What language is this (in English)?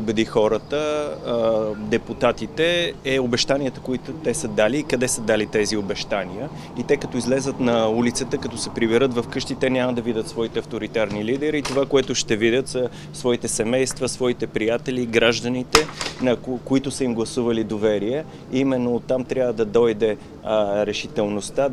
Bulgarian